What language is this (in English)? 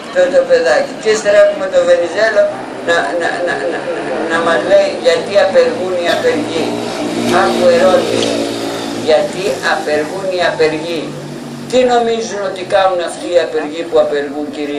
Greek